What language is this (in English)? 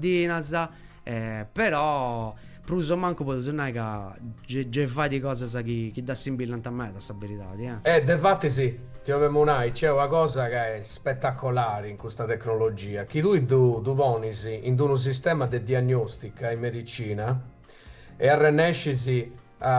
Sardinian